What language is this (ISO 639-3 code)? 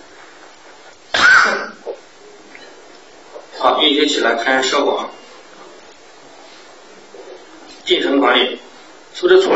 zho